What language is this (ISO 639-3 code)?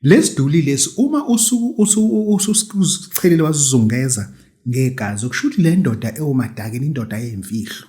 zul